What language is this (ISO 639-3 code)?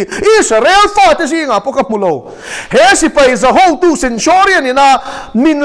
lus